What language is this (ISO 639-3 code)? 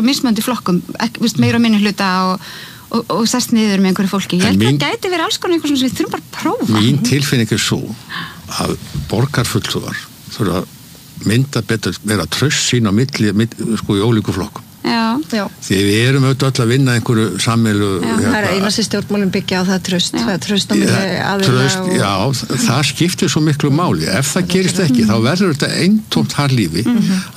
isl